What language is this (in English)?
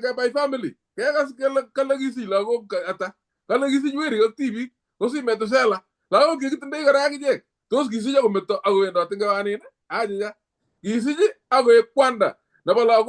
Kalenjin